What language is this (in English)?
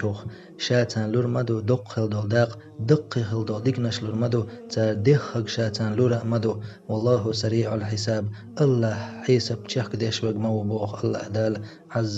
Chechen